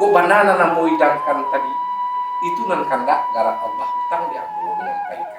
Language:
Minangkabau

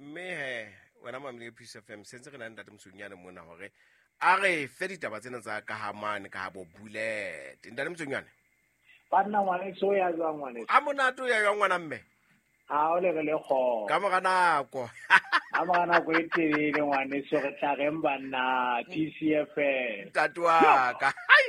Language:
Southern Sotho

